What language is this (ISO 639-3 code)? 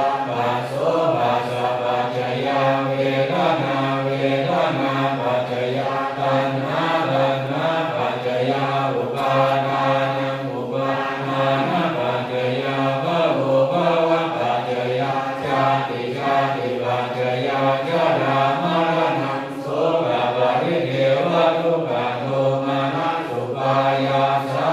pli